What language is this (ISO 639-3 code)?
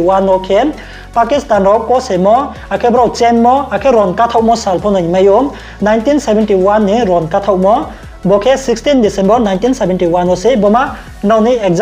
ria